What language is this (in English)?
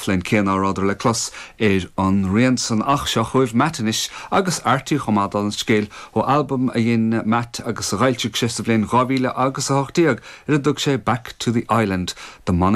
Irish